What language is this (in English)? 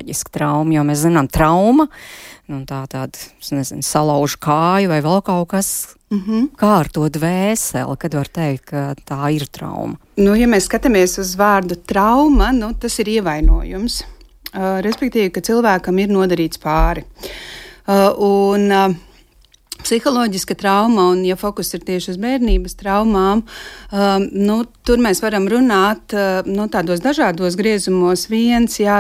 Latvian